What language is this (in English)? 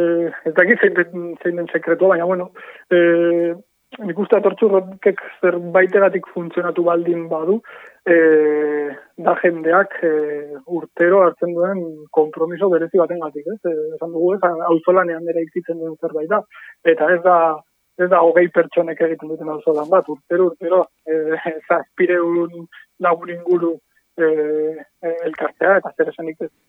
Basque